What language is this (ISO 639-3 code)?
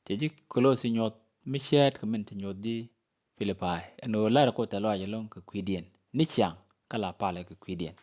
nus